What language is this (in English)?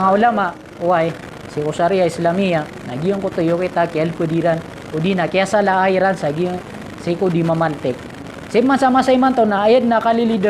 Maranao